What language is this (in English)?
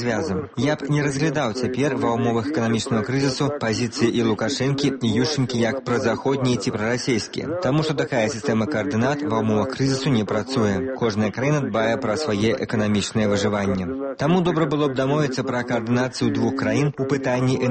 Belarusian